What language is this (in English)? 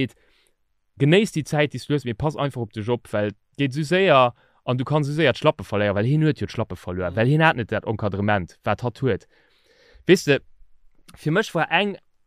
Luxembourgish